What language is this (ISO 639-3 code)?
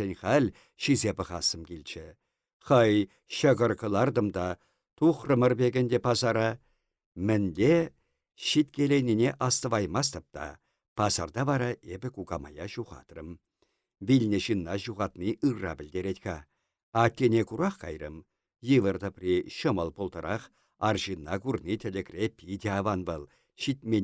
chv